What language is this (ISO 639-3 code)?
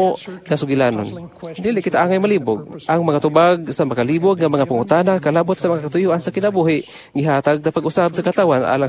ceb